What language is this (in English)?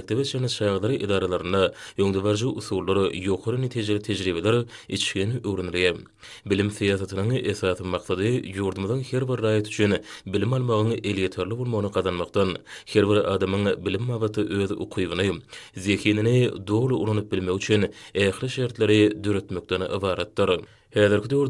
Turkmen